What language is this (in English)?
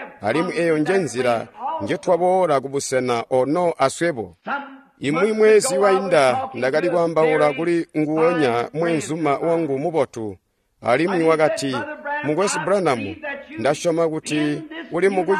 Tonga (Zambia)